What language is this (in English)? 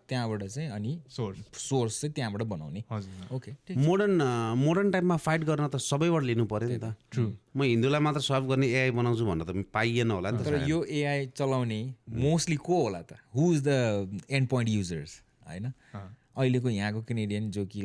Nepali